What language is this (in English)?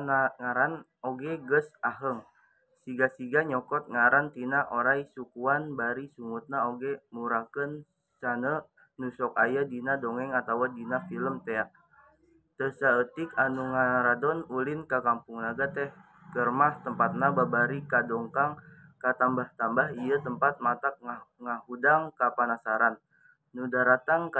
Sundanese